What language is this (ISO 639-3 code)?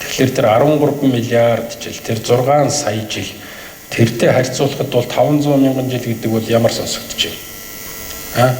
mon